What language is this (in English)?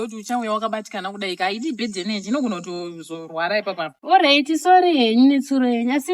Shona